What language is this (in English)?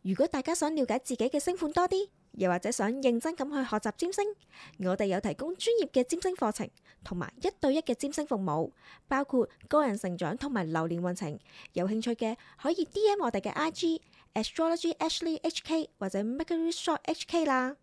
Cantonese